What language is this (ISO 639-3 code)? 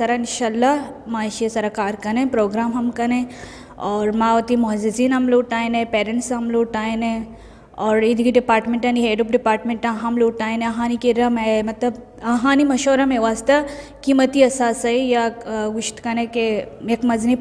bgp